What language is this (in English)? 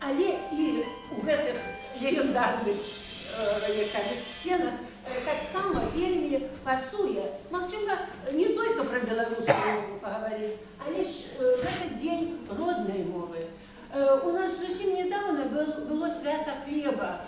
Belarusian